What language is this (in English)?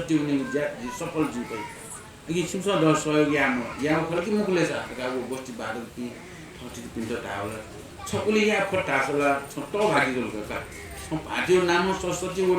Newari